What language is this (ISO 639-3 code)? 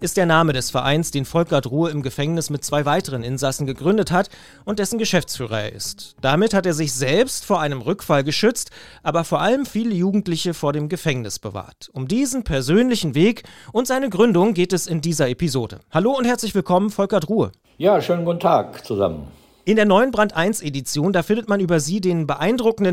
deu